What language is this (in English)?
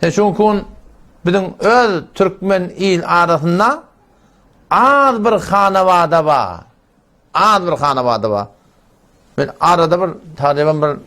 Turkmen